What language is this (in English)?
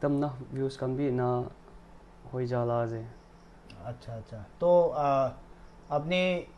Naga Pidgin